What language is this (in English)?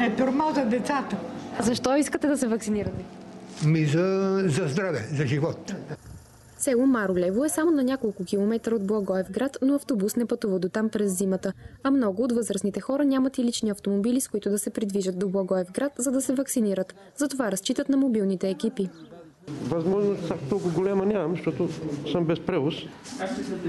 Bulgarian